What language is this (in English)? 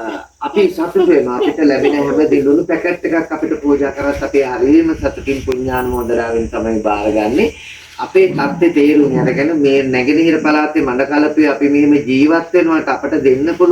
Sinhala